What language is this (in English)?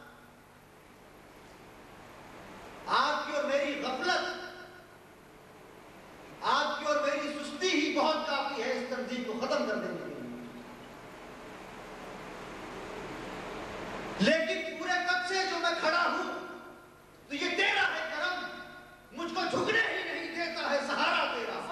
Urdu